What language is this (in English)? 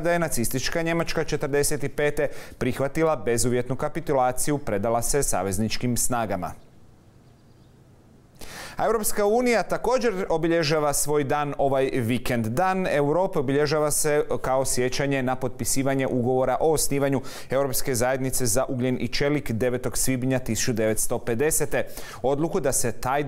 Croatian